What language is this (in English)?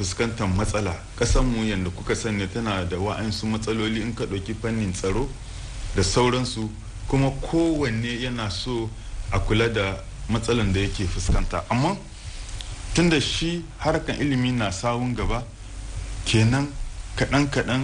Hausa